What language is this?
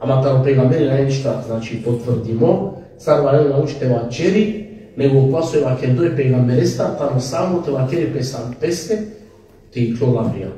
Balkan Romani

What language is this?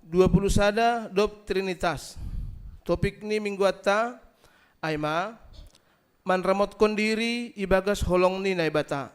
Batak Simalungun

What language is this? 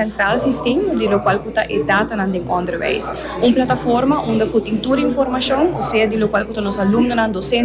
Papiamento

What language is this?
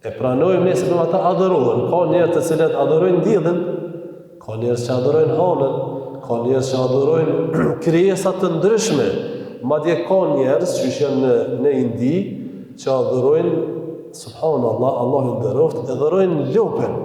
Albanian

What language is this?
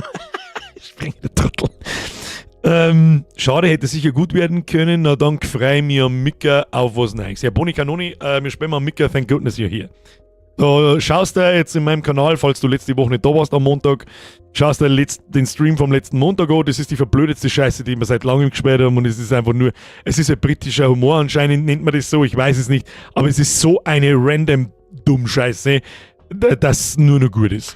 Bavarian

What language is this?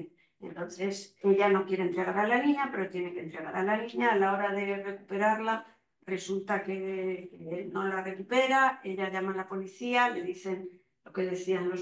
Spanish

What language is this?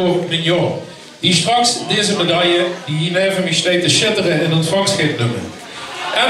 Limburgish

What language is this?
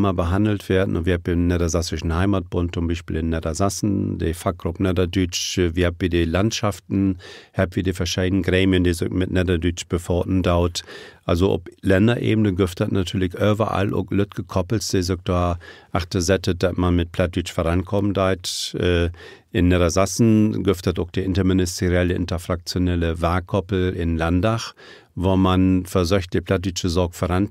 Low German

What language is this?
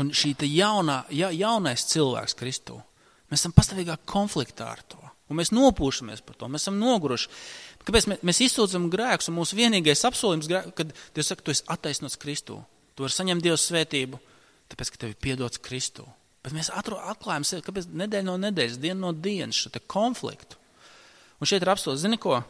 Latvian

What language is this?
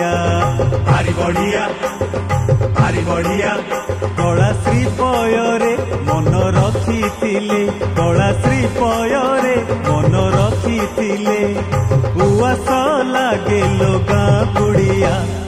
Odia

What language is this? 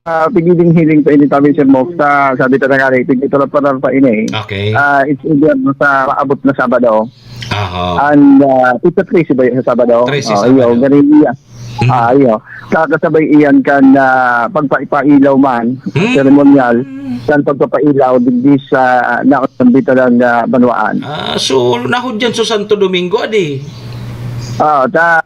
Bikol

